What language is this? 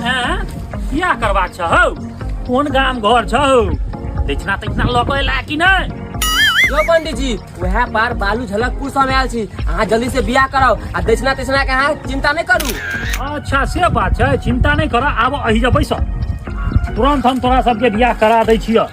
Maithili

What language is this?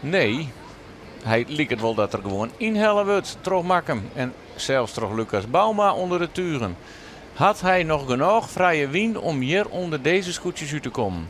Western Frisian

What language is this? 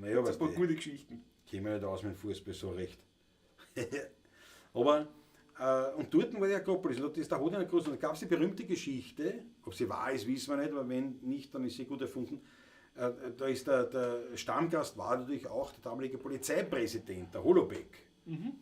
Bavarian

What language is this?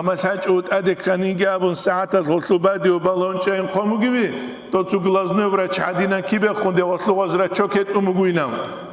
Avaric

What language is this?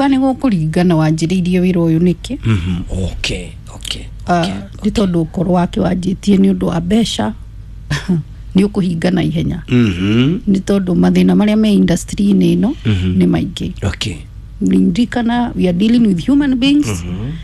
Kikuyu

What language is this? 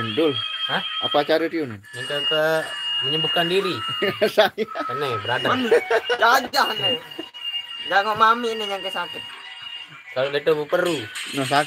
Sasak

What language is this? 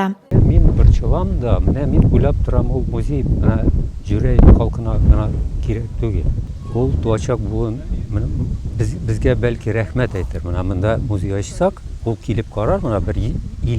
Tatar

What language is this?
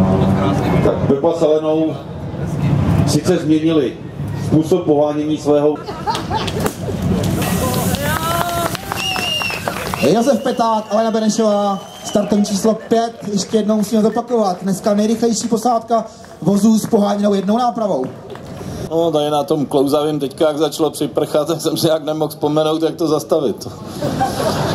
Czech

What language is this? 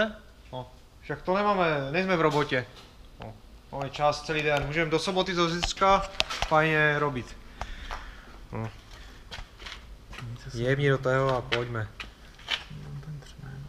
Czech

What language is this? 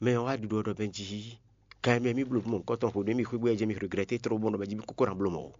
Fon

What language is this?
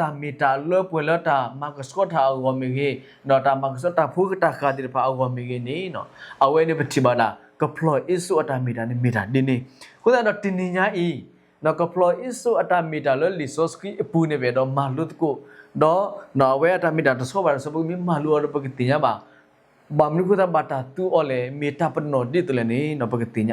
S'gaw Karen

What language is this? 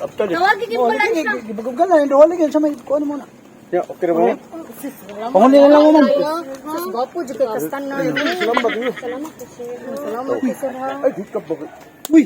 Cebuano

